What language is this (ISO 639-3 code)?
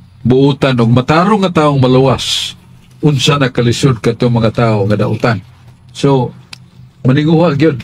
ceb